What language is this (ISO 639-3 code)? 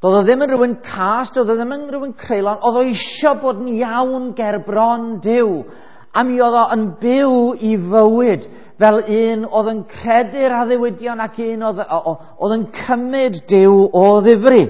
cym